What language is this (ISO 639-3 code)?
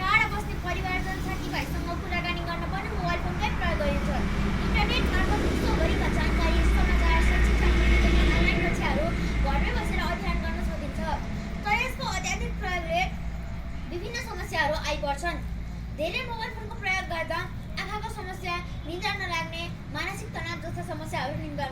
nep